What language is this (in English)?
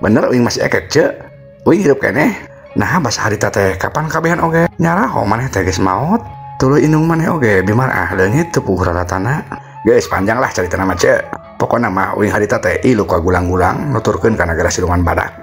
Sundanese